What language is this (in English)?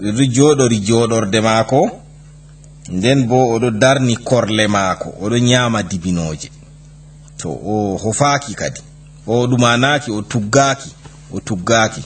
Fula